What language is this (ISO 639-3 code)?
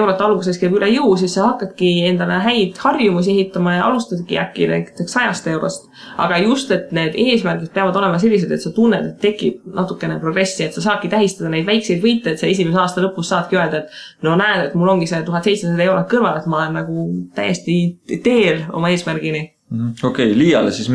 est